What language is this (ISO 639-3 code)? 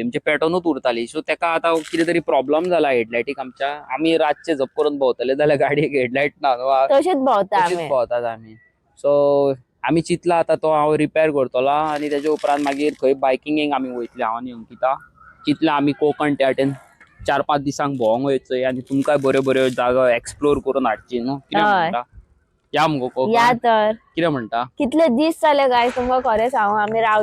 kok